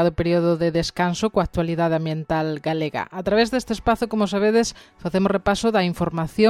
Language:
Galician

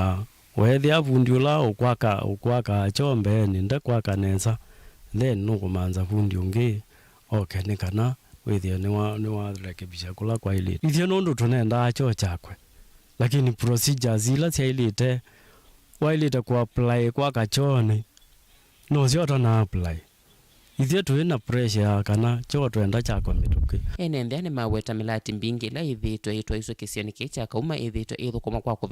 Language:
Kamba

